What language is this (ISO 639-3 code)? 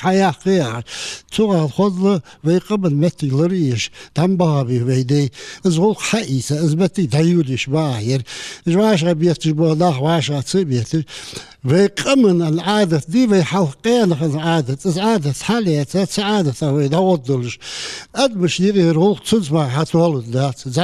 inh